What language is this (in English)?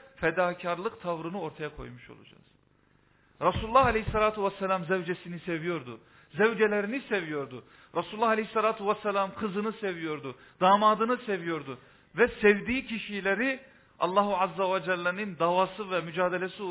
Turkish